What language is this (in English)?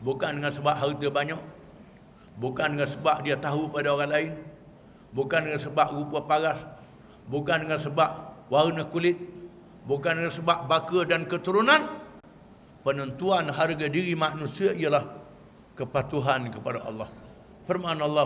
Malay